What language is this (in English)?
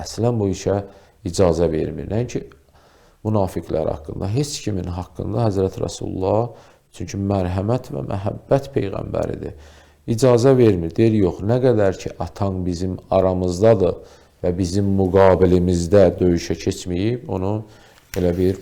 Azerbaijani